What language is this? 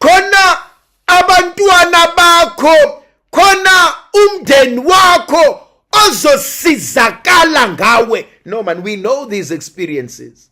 Zulu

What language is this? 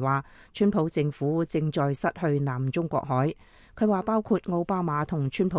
Cantonese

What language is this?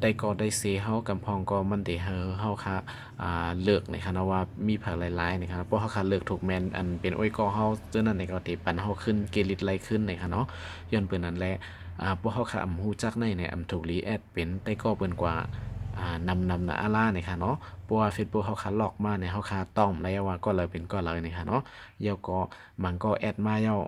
Shan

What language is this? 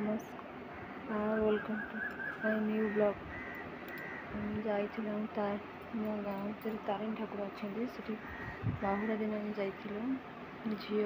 Odia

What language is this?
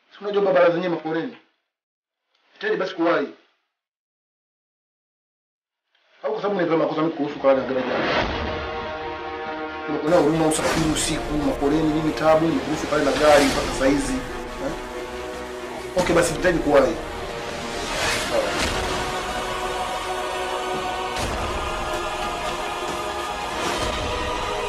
Swahili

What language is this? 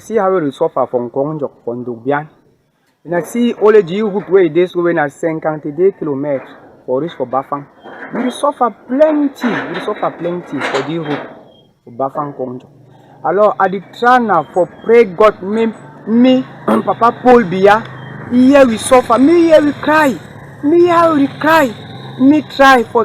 Cameroon Pidgin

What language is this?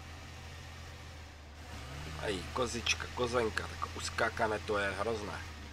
Czech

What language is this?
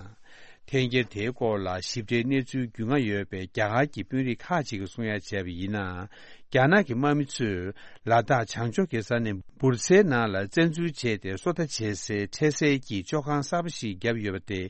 Tibetan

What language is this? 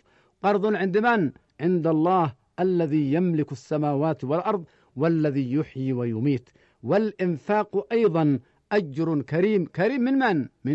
Arabic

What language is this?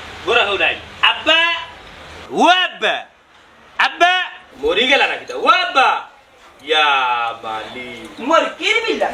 Sylheti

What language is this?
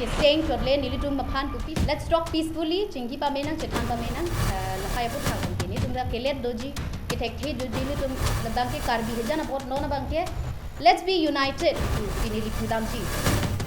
Karbi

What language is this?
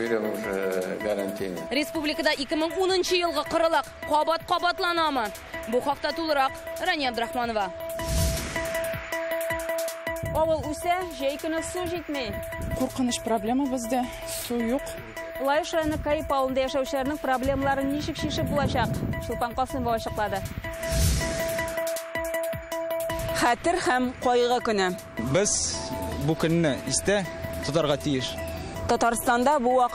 Tatar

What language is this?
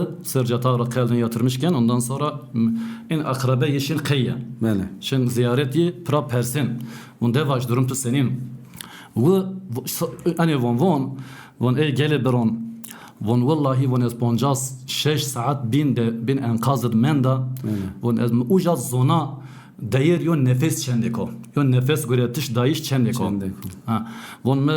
Zaza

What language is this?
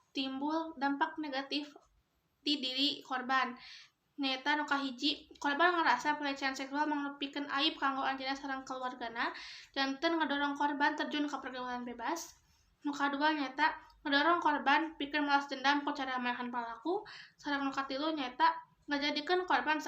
Sundanese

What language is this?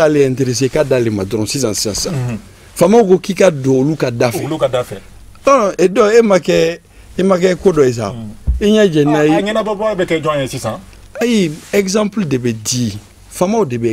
Bambara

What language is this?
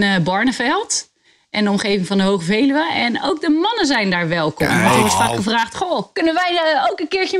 Dutch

